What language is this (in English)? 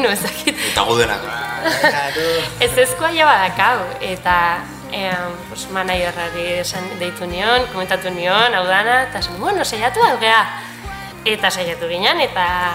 Basque